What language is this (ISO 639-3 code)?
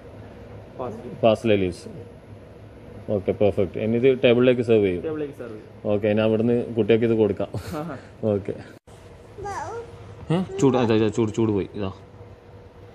mal